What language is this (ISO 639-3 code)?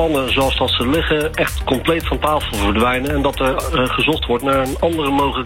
nld